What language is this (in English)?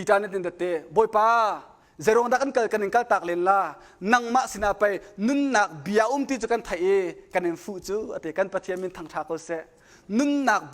Hakha Chin